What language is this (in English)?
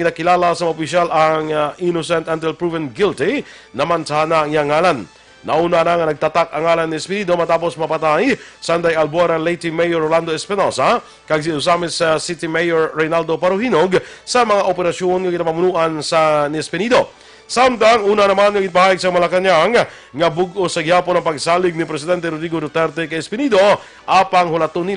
Hiligaynon